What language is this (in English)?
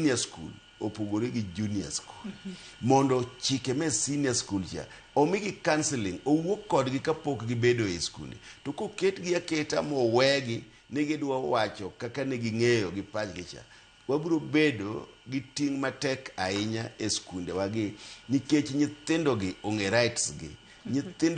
Luo (Kenya and Tanzania)